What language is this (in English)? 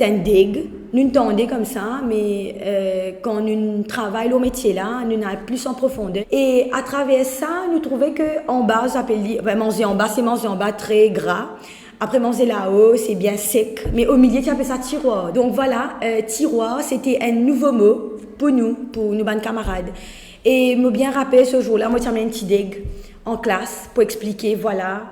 Morisyen